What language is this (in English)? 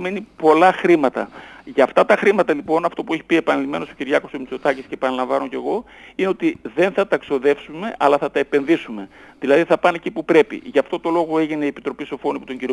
Greek